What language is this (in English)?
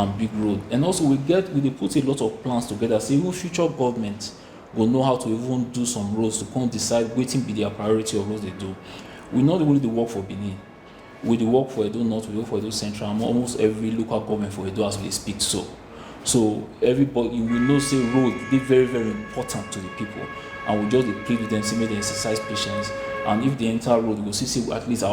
Nigerian Pidgin